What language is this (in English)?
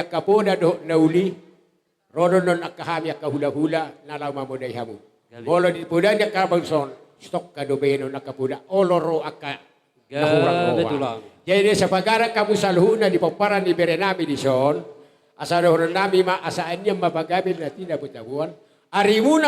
Batak Toba